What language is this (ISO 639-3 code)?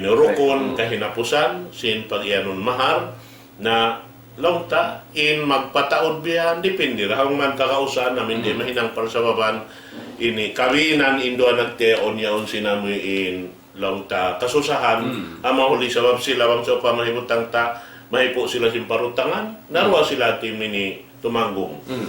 tsg